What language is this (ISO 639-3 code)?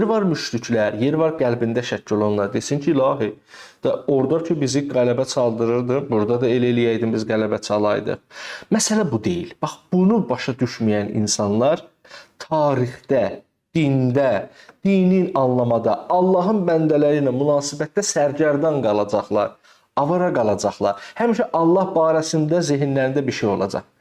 aze